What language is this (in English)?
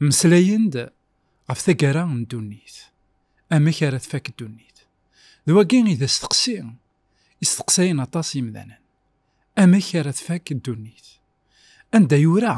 Kabyle